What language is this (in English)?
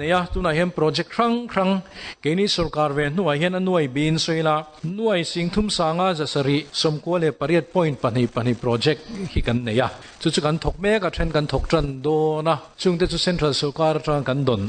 Mizo